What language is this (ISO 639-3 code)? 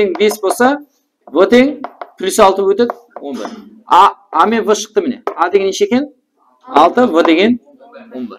kaa